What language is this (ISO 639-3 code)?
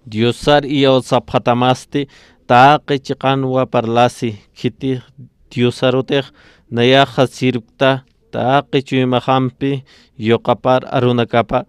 aym